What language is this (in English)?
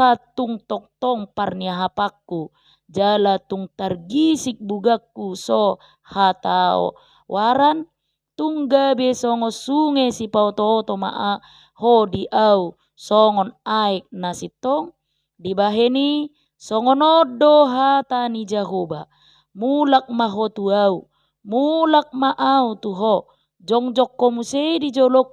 Batak Toba